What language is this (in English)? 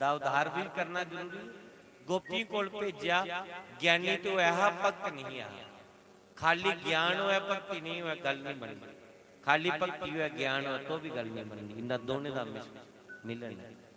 Dogri